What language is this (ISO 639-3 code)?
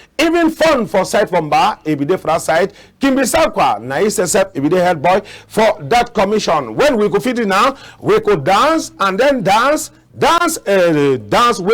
wes